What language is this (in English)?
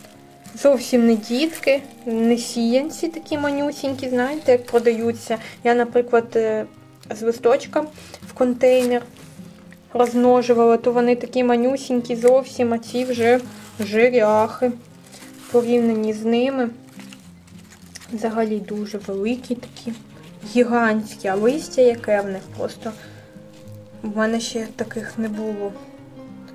Ukrainian